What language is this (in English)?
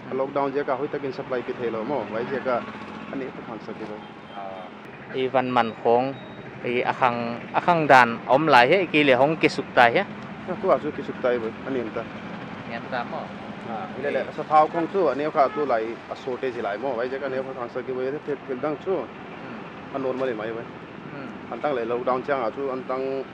Paite Chin